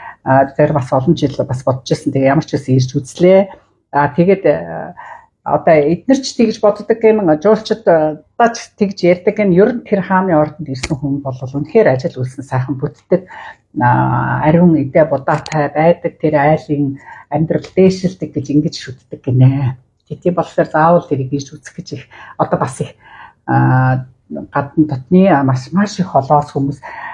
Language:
Mongolian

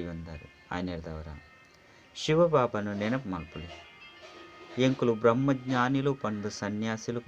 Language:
Tulu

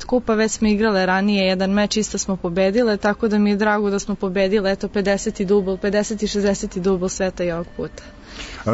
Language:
Serbian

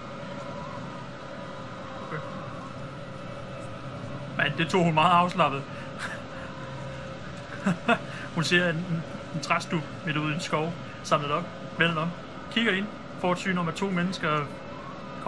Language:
Danish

